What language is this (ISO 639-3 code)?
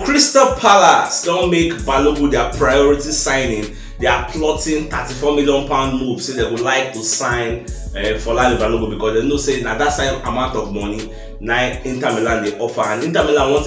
pcm